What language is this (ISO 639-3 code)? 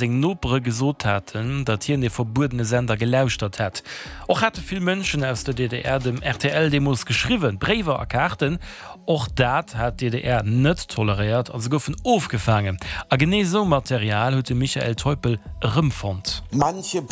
ltz